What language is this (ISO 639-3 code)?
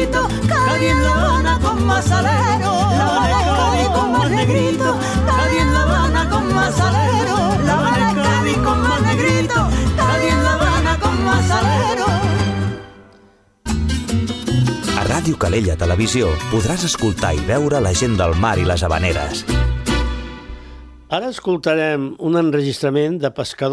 cat